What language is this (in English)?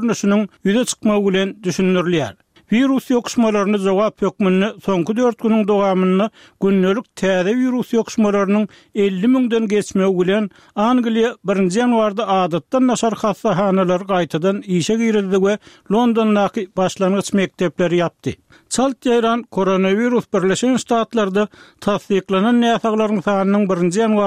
Turkmen